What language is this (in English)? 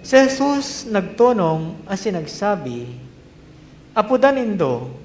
Bikol